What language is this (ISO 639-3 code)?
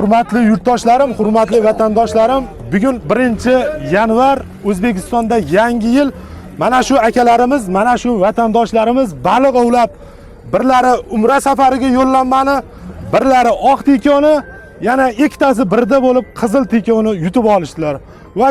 uzb